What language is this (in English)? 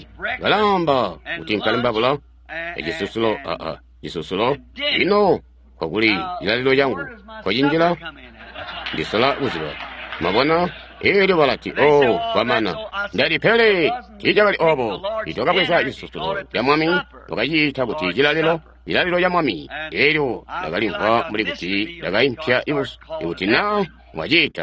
Tonga (Zambia)